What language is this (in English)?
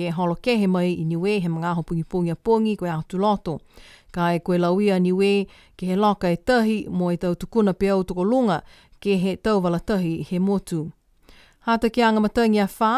Niuean